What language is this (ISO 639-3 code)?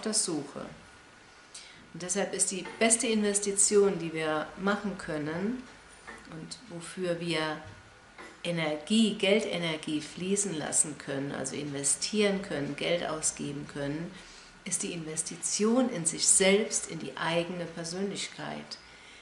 deu